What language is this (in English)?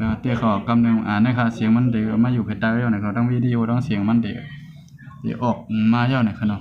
Shan